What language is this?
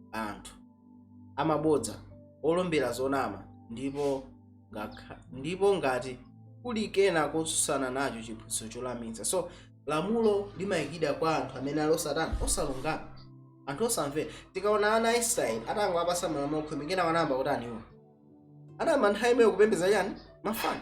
Nyanja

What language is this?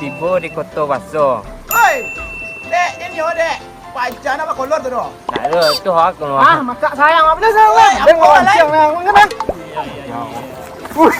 Minangkabau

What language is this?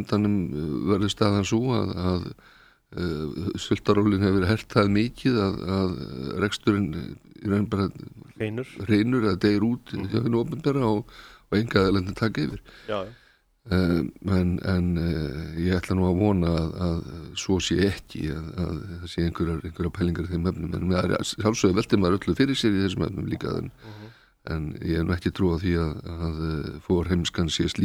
Icelandic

